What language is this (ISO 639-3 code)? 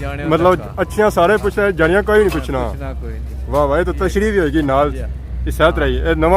phr